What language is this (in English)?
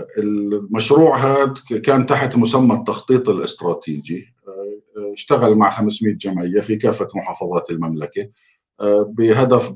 North Levantine Arabic